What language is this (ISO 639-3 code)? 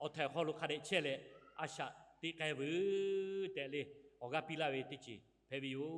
lhu